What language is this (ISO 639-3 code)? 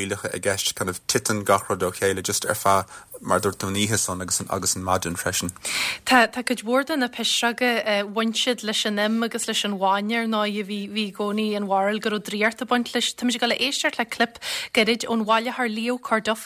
gle